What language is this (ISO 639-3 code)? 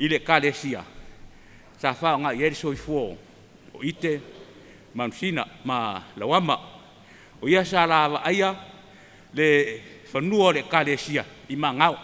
smo